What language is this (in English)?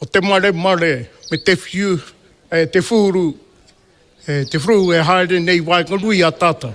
Māori